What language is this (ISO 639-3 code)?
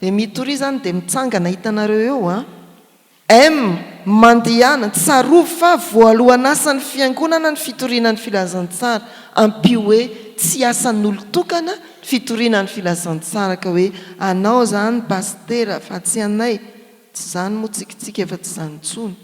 mlg